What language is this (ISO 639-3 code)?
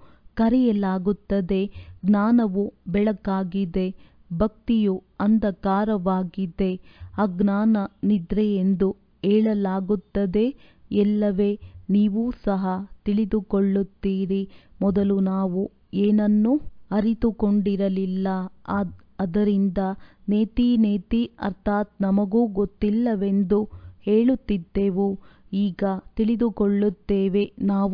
kan